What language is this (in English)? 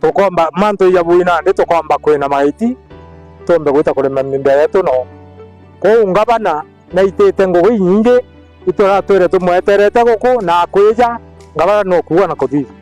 Meru